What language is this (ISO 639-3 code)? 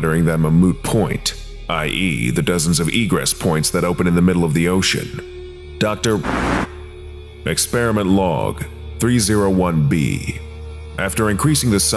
eng